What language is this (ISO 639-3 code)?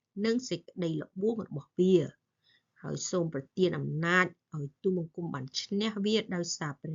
khm